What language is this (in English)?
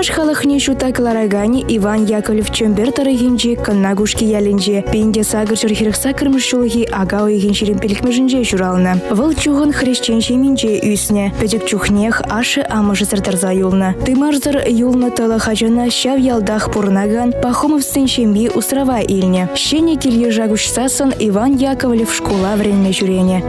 Chuvash